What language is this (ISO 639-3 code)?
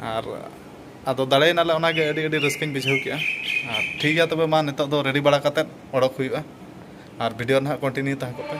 sat